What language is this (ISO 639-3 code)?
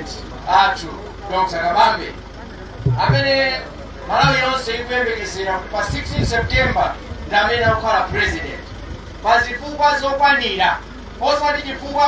nya